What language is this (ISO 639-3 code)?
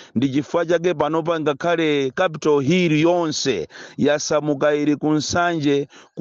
nya